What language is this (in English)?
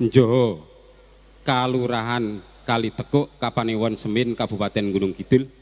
Javanese